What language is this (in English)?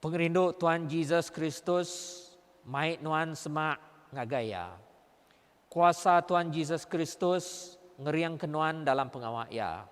Iban